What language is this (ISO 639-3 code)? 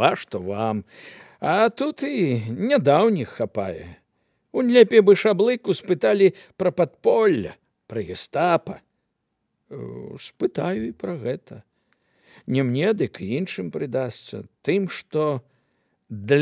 bel